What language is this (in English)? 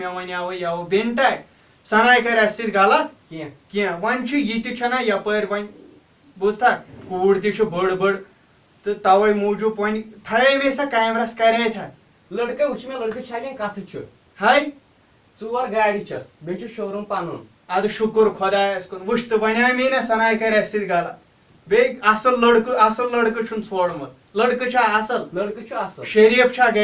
Kashmiri